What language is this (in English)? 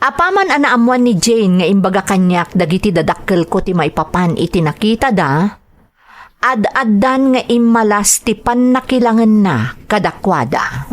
Iloko